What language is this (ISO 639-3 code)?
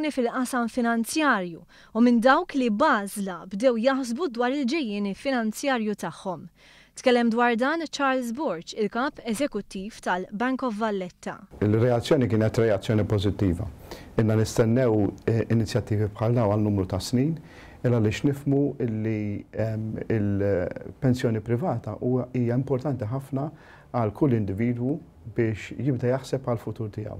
mlt